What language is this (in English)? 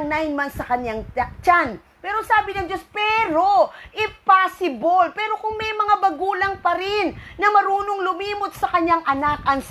Filipino